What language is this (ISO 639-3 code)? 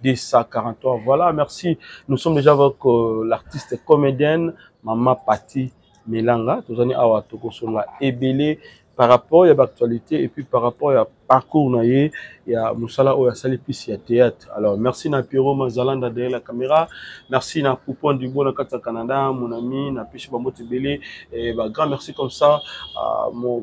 lin